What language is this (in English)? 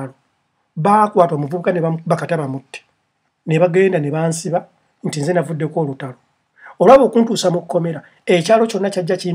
Ganda